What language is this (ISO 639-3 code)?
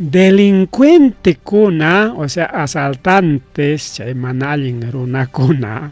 quy